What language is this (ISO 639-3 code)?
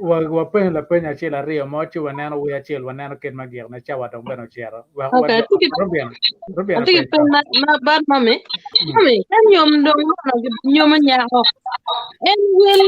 ach